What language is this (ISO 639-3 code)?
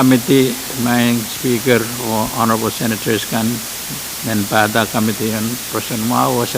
pon